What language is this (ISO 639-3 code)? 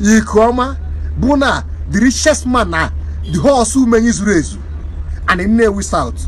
ibo